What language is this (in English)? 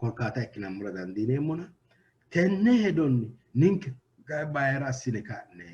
Sidamo